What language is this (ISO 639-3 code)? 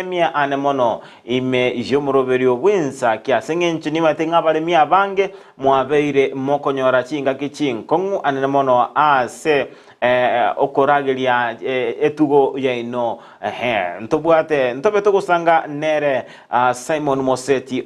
guz